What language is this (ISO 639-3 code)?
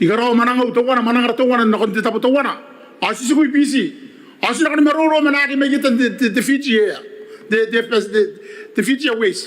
gil